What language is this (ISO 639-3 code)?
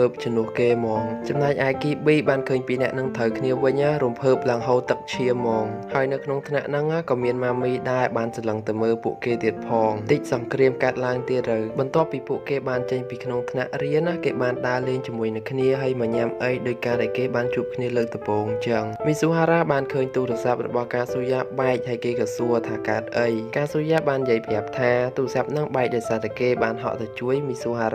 khm